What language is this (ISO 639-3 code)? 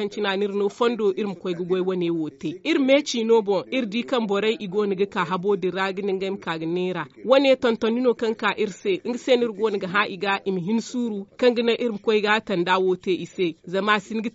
dje